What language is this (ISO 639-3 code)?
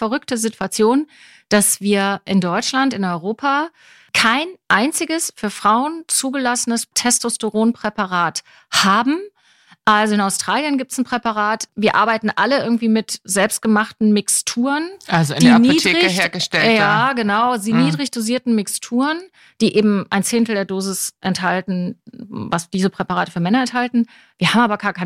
deu